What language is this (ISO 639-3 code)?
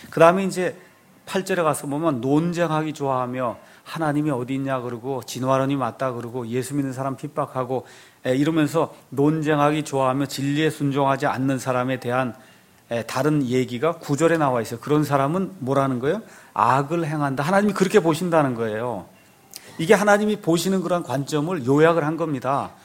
kor